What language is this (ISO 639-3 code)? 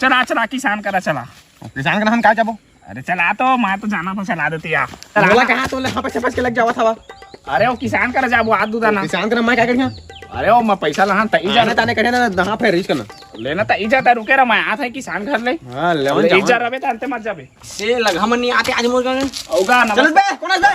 hne